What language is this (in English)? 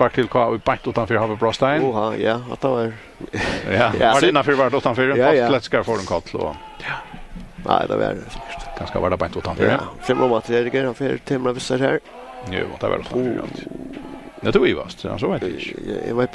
Faroese